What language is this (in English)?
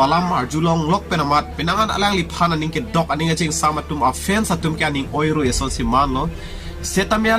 Karbi